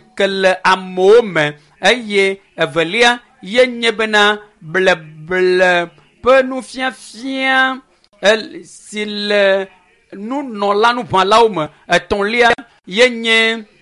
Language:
Ewe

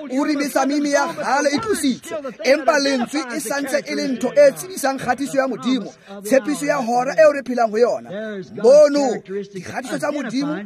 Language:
Tswana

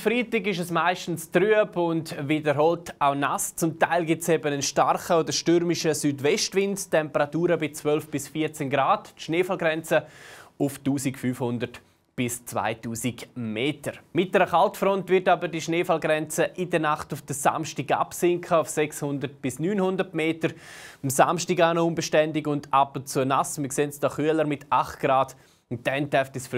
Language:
Swiss German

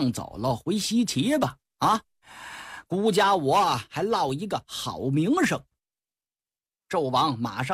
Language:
Chinese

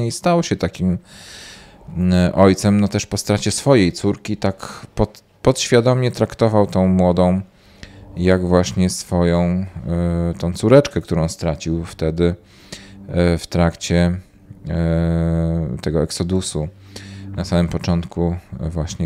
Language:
Polish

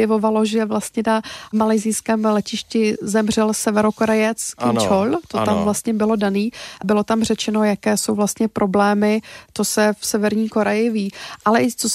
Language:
Czech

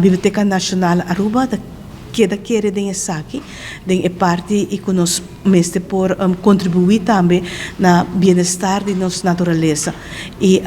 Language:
Papiamento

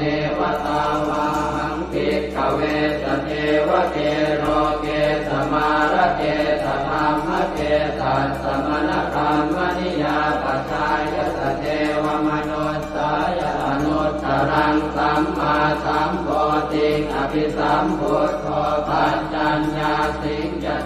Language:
Pali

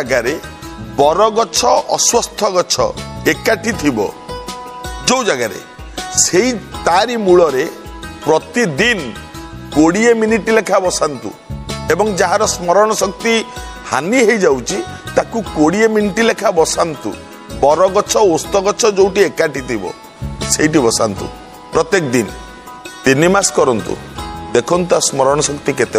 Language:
Odia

